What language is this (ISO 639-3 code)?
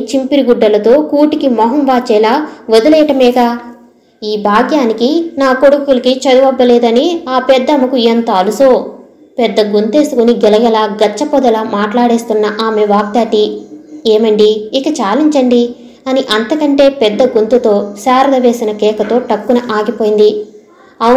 tel